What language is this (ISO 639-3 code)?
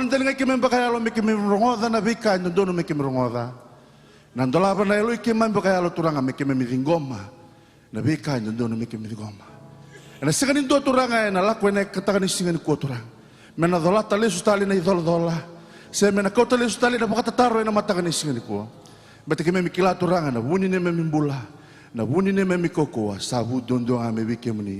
fij